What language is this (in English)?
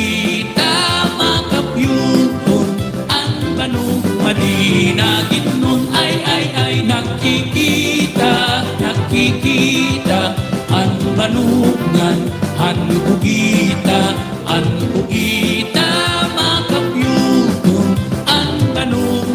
Waray